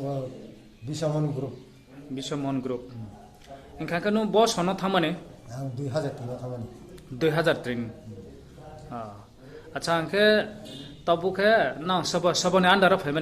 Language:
Riang (India)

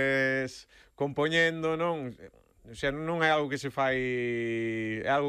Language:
Galician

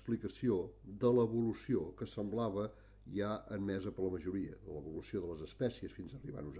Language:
Catalan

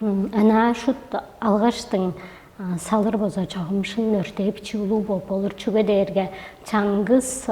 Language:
Tuvinian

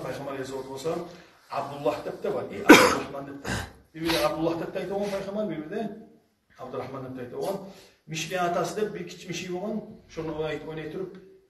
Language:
Kumyk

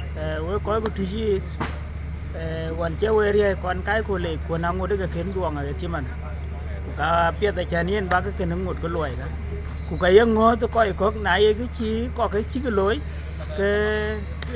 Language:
Dinka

